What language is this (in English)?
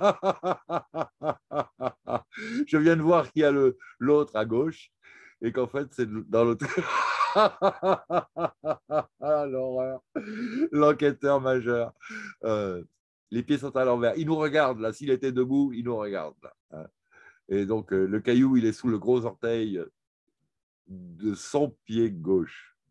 French